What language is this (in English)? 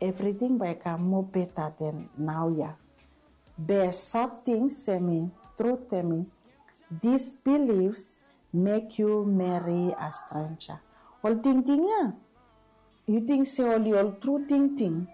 Bislama